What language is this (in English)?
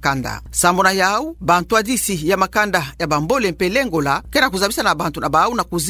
Kituba (Democratic Republic of Congo)